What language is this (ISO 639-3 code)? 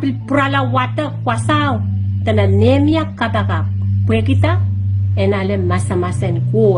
pon